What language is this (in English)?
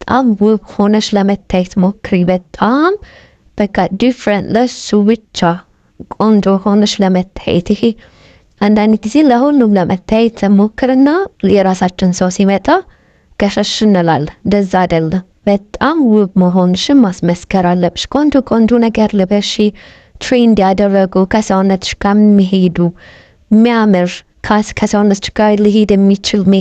Amharic